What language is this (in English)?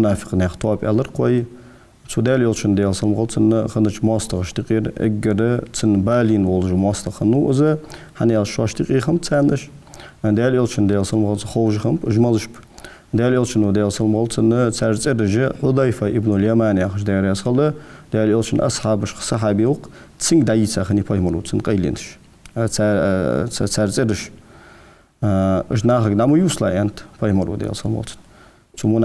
Ingush